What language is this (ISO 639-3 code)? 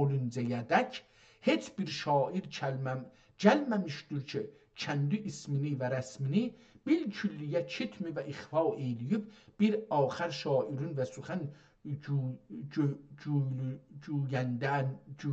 azb